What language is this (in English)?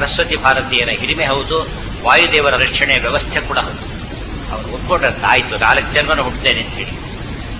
Kannada